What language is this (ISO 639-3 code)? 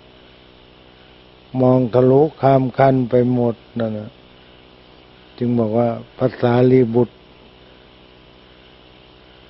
tha